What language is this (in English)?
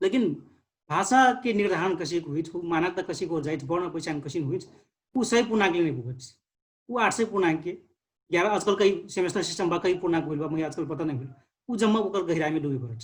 Dangaura Tharu